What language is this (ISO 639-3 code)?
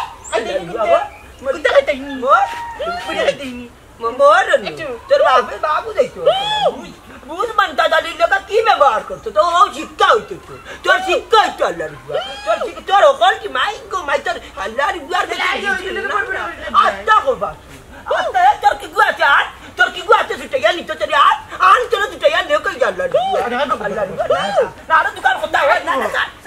syl